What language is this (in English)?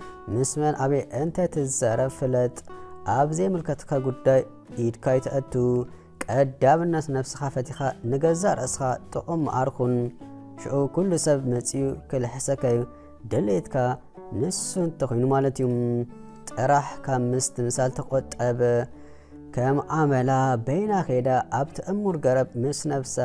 Tigrinya